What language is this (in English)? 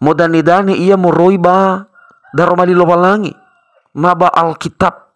Nias